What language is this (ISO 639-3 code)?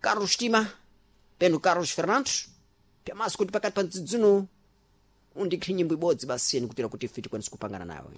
seh